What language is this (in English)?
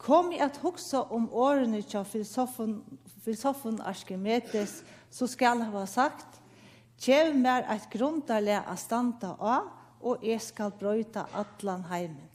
Faroese